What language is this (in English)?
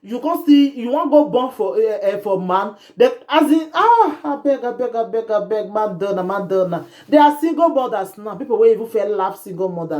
Nigerian Pidgin